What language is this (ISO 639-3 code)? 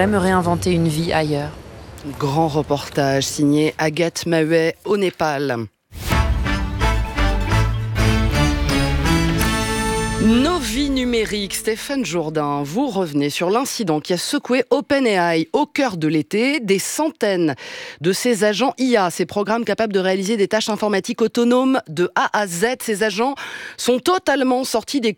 fra